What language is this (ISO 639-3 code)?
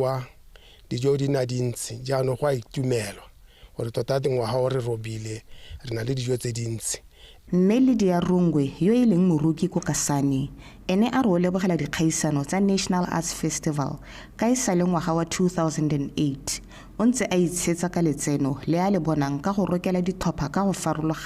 tsn